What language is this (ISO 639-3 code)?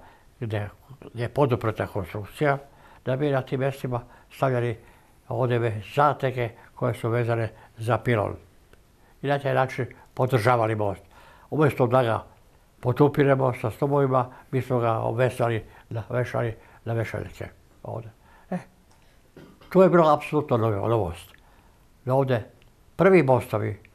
srp